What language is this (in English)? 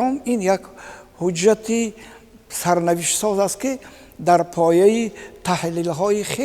Tajik